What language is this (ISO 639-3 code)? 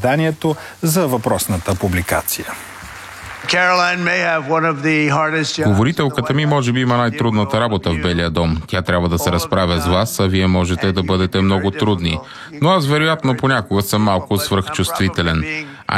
bul